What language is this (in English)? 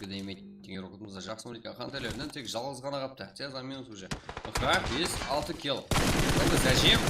Kara-Kalpak